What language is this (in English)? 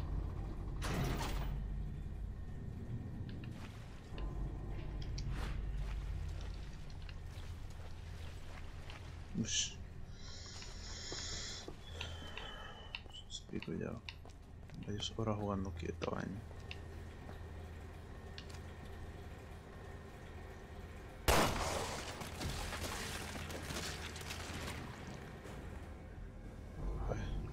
Spanish